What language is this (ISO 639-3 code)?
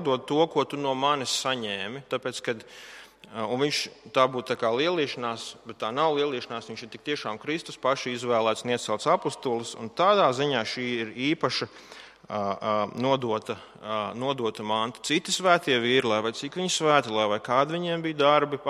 lav